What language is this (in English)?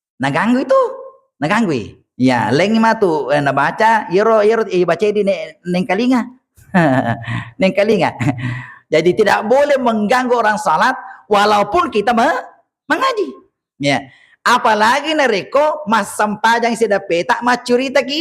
Buginese